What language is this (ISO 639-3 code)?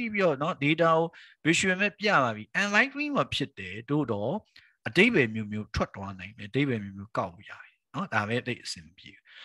mya